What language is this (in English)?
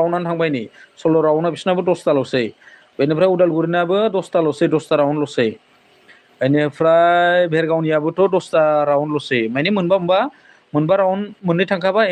Bodo